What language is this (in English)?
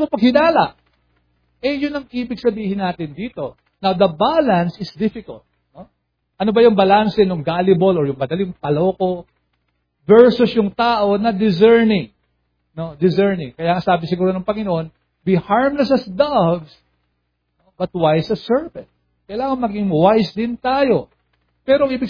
Filipino